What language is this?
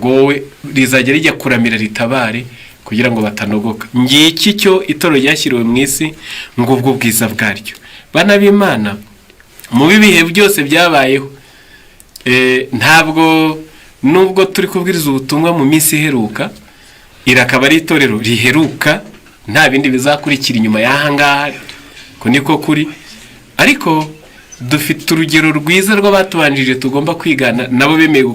Kinyarwanda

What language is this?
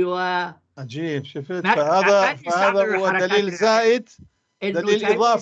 North Levantine Arabic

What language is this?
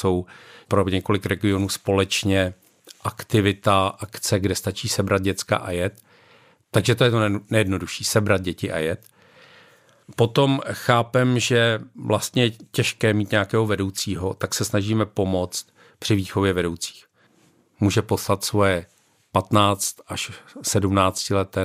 Czech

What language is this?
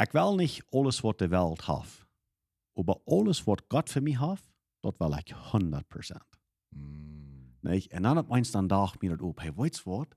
Plautdietsch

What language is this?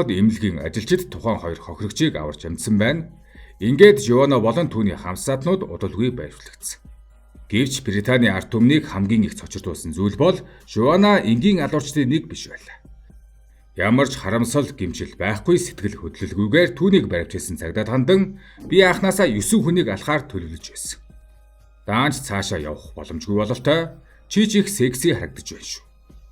Mongolian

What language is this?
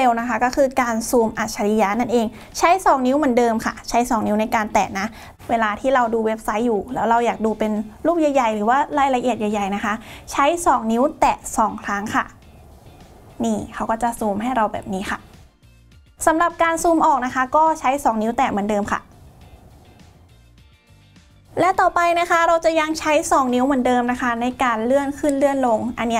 Thai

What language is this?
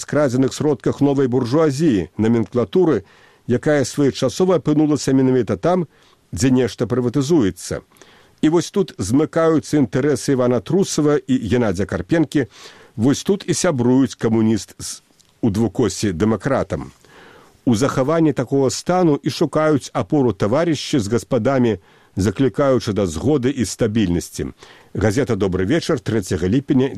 Belarusian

